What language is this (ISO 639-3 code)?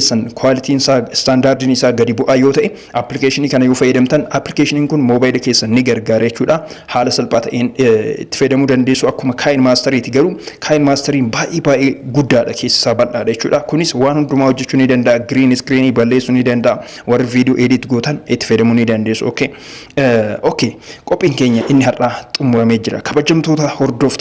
orm